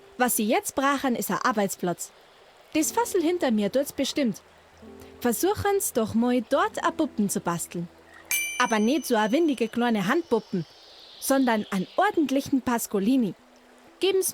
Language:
Bavarian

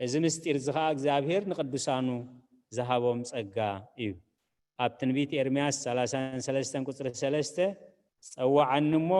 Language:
Tigrinya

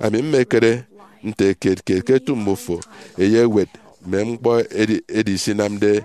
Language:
Efik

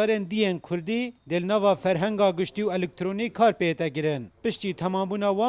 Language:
Kurdish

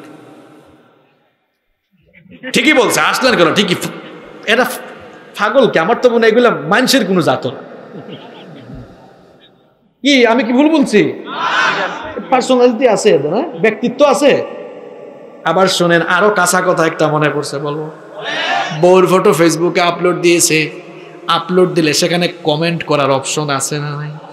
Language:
Bangla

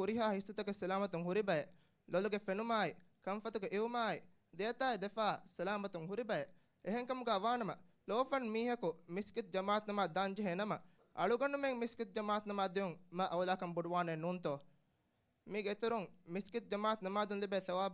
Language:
Divehi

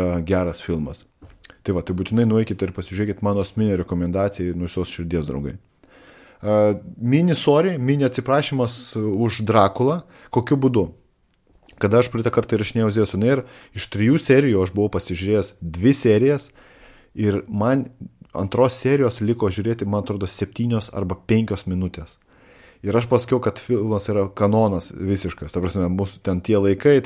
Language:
Lithuanian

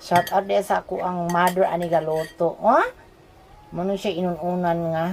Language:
Cebuano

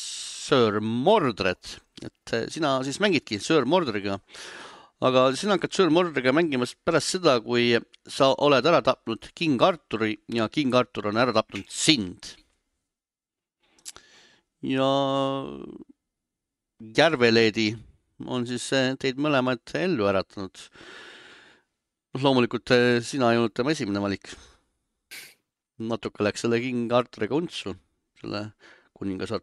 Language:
Estonian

